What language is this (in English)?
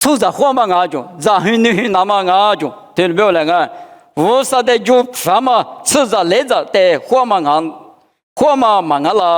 Lisu